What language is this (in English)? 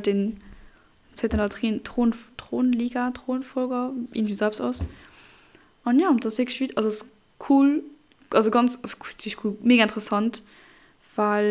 Luxembourgish